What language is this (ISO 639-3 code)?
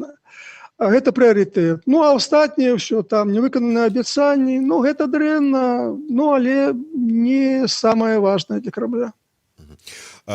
bel